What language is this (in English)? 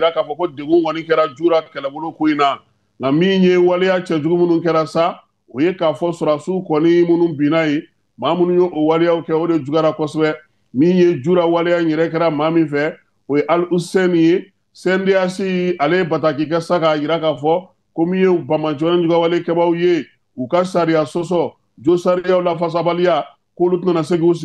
Bambara